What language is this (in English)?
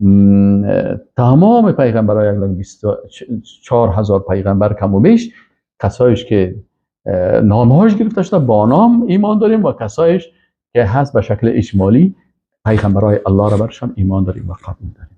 Persian